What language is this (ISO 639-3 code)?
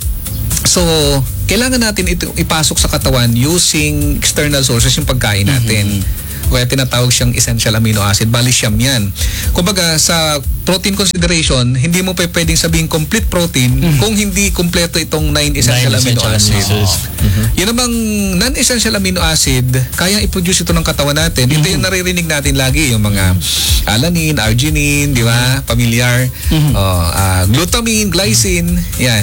fil